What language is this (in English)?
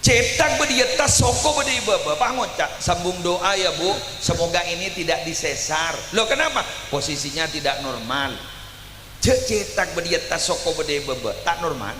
Madurese